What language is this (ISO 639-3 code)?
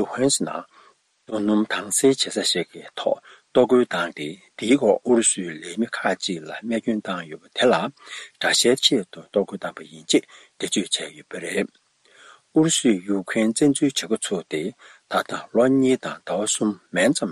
bod